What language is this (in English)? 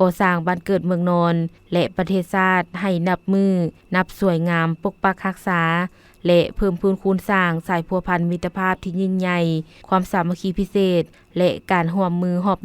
Lao